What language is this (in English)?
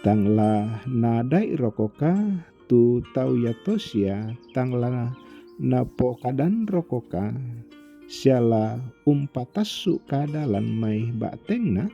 Toraja-Sa'dan